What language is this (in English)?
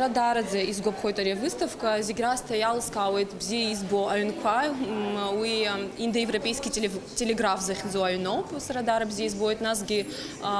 Abkhazian